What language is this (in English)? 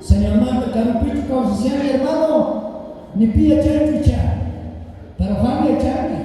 South Bolivian Quechua